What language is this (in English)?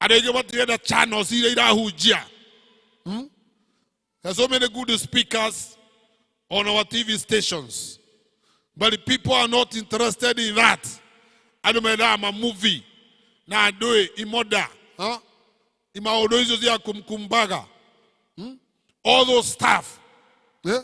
Kikuyu